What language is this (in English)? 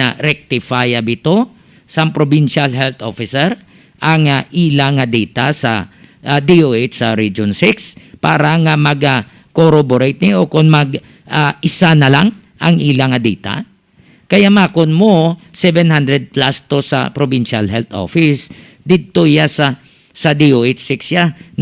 Hiligaynon